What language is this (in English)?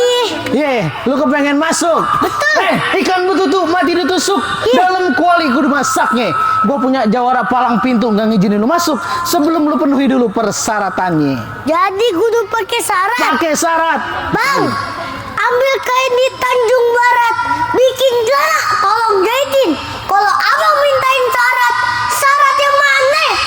Betawi